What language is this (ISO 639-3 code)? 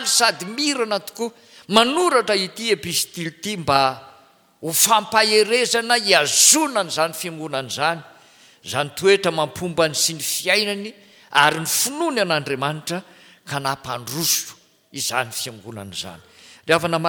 mlg